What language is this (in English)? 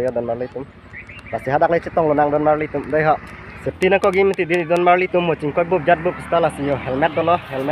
Karbi